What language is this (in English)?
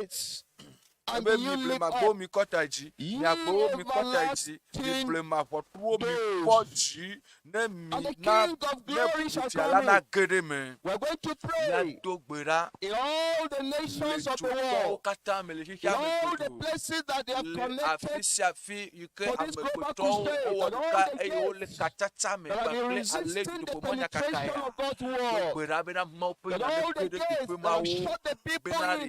Ewe